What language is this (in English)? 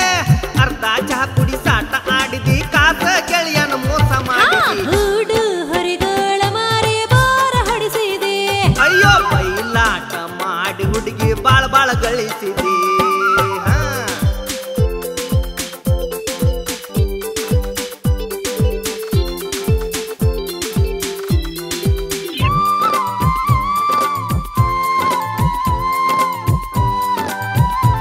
Kannada